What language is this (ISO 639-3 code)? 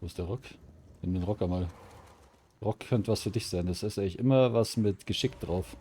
bar